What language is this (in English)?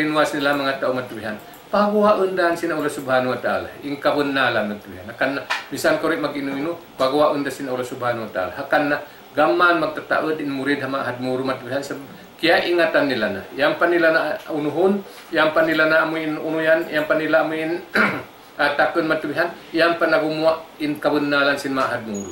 Tausug